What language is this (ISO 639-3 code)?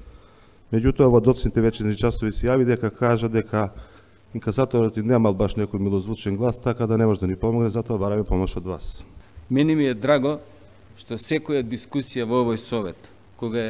mkd